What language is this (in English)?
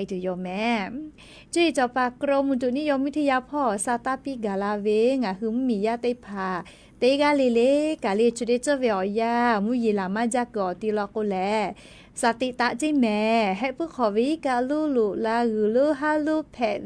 Lahu